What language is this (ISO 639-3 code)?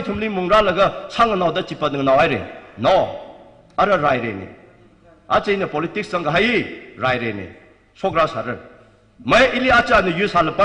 nmf